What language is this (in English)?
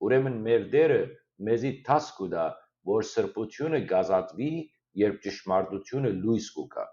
Western Armenian